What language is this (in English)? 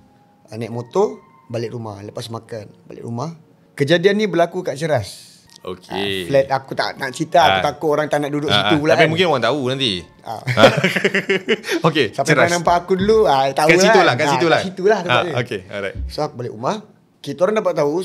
Malay